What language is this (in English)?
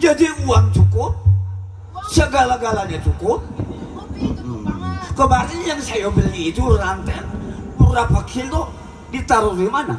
Betawi